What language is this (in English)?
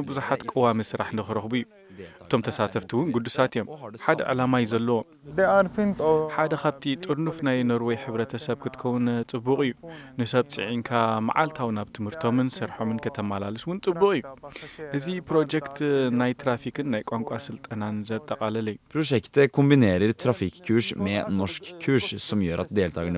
Tigrinya